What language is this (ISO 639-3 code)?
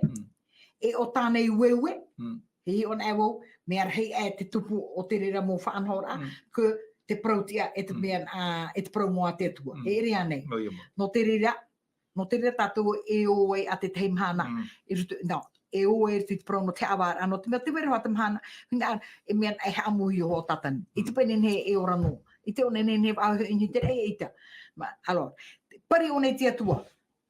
tah